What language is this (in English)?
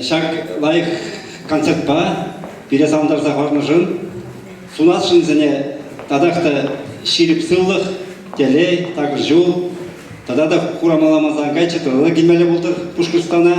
Chuvash